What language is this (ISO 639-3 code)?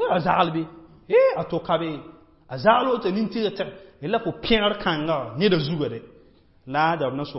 mos